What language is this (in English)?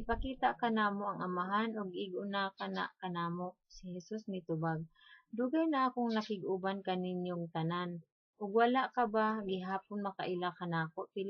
Cebuano